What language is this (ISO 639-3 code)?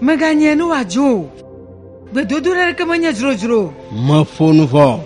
ewe